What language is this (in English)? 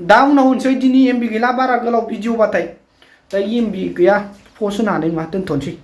Bodo